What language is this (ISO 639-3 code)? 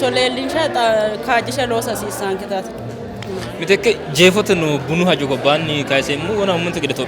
sid